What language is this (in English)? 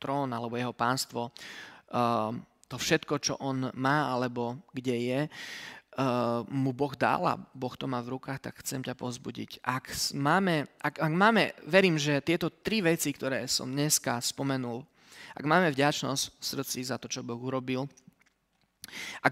Slovak